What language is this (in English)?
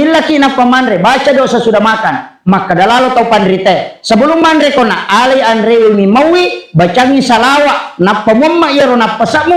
Buginese